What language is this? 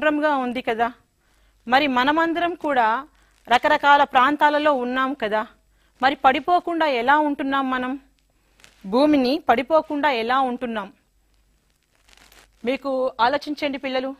Telugu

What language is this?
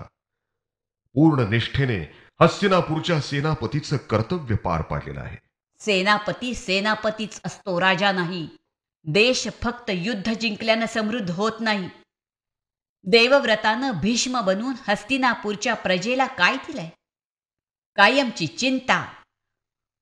Marathi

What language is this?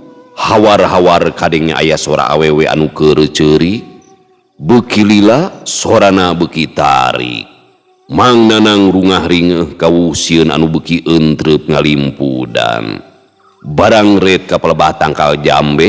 Sundanese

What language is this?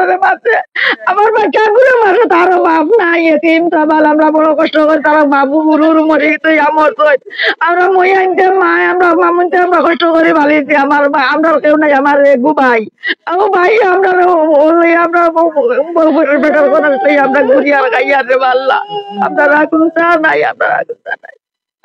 Sylheti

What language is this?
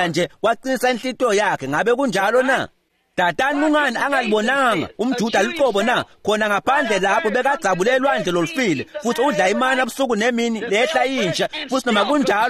Swati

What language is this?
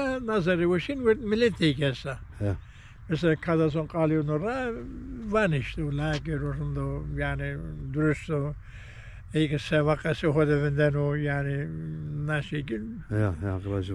Zaza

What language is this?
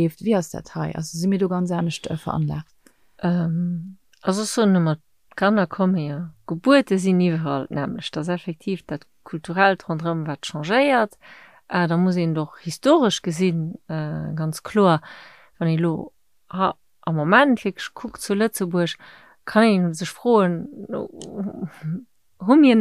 Luxembourgish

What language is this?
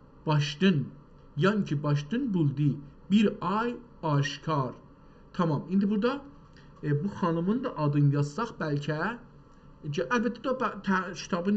South Azerbaijani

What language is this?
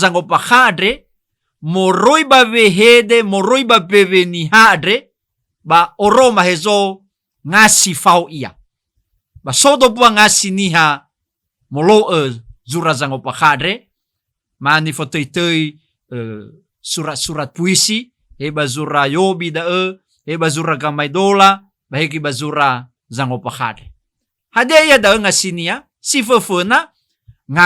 Nias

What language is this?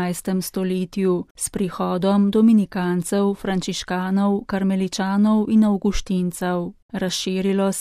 Slovenian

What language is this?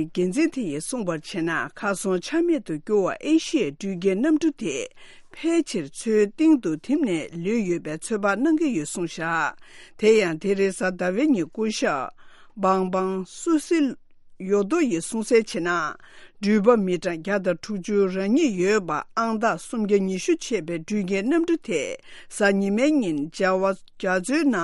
Tibetan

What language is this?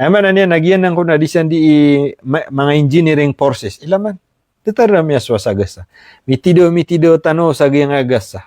Maranao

